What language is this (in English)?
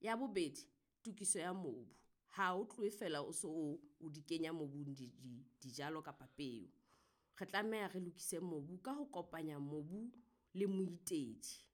Southern Sotho